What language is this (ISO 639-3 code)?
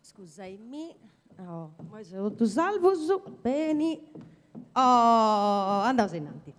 srd